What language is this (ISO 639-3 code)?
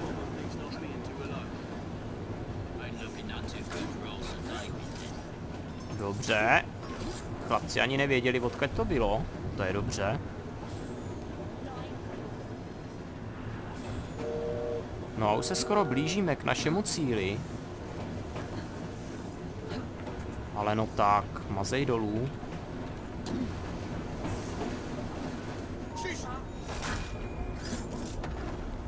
ces